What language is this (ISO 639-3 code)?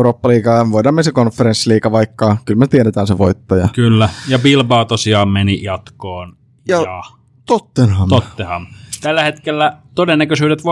fin